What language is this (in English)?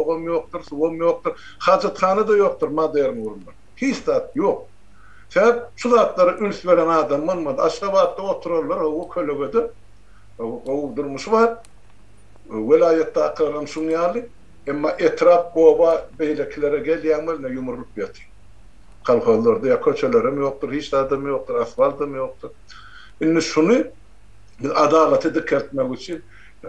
Turkmen